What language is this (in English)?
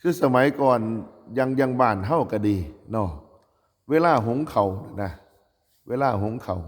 Northeastern Thai